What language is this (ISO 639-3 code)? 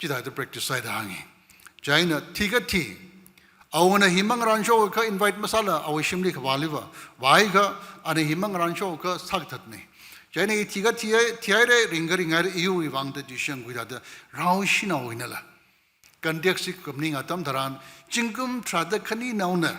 nmf